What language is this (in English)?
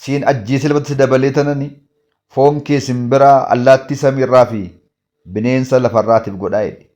Oromo